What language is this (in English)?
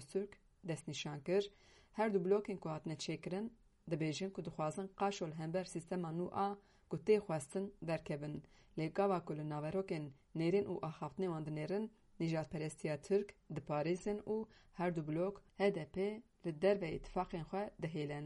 Kurdish